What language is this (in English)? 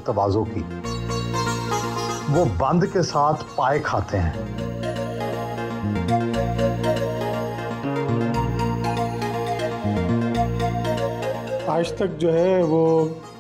Urdu